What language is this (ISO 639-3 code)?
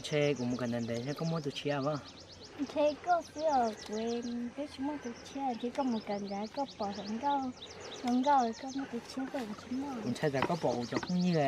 hmn